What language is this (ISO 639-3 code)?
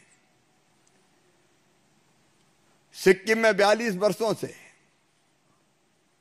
hin